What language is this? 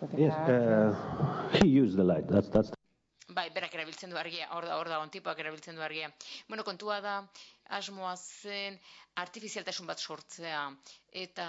Basque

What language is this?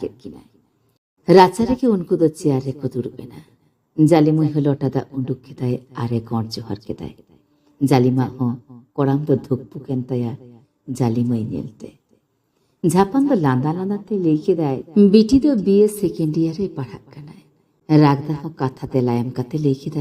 Santali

